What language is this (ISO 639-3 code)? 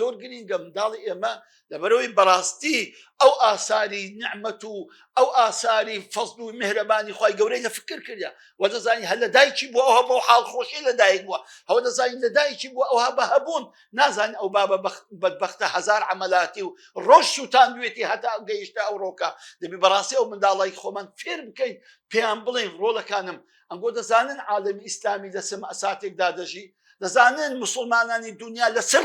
ckb